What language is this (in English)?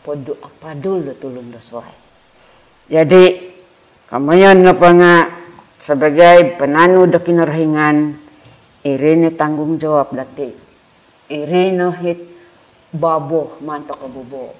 Central Dusun